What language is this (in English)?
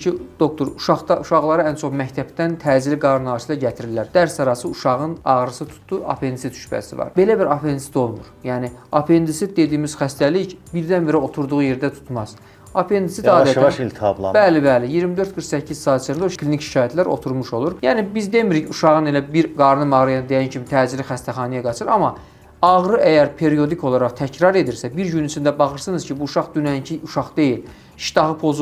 Azerbaijani